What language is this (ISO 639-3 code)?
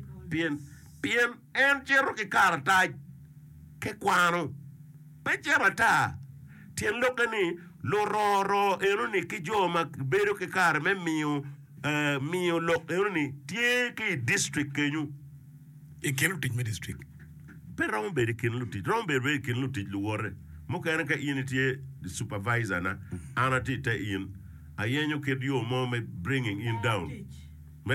ach